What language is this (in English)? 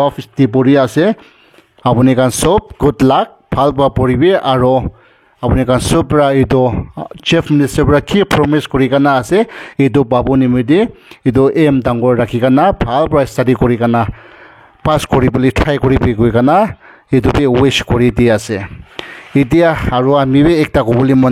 Naga Pidgin